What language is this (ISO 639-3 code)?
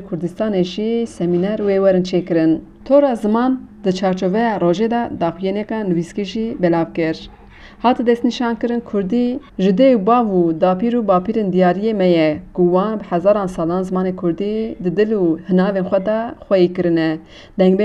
kur